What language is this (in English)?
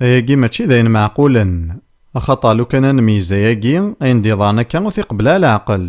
Kabyle